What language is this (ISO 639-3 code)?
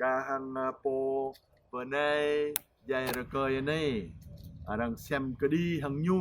jra